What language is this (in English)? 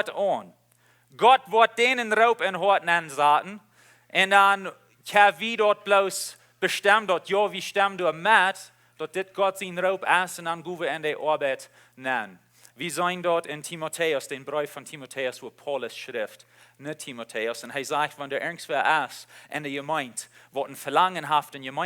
Plautdietsch